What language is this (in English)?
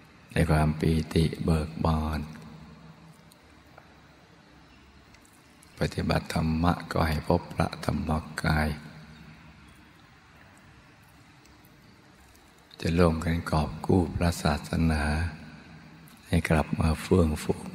Thai